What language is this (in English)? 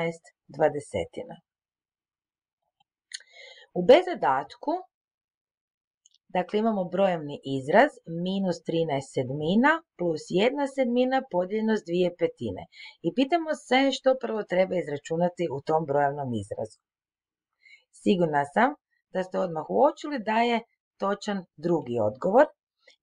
Croatian